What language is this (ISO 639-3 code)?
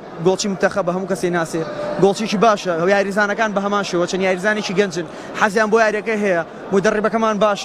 ckb